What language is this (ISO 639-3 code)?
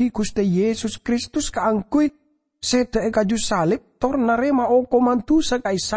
mad